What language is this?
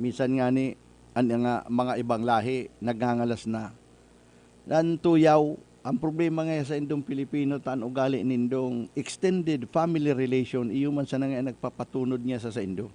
Bikol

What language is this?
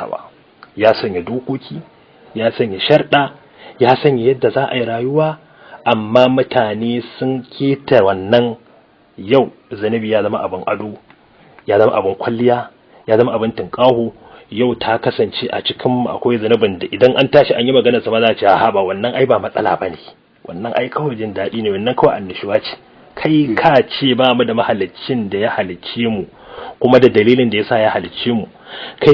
Hausa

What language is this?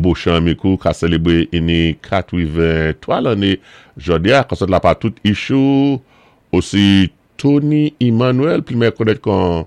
Saint Lucian Creole French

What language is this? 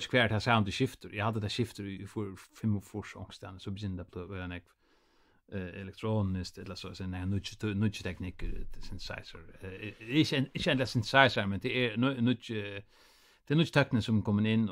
Faroese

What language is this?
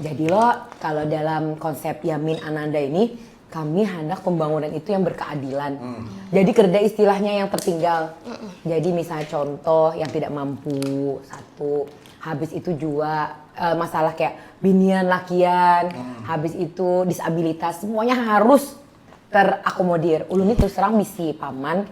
Banjar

